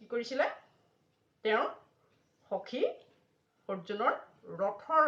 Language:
Assamese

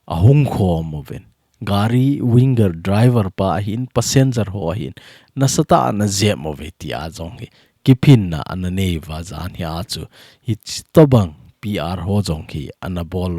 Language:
Thado Chin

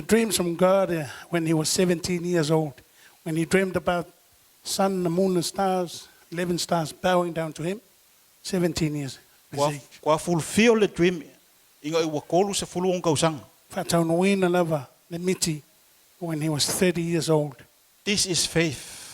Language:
Samoan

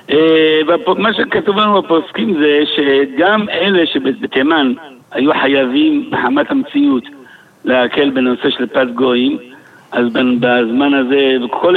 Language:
Hebrew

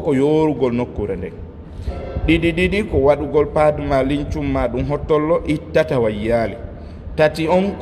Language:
Fula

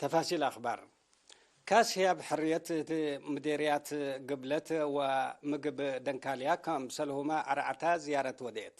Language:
Tigre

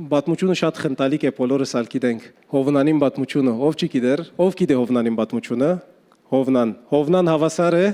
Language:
Western Armenian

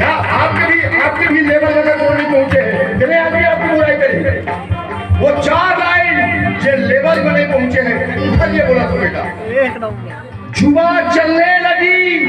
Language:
Chhattisgarhi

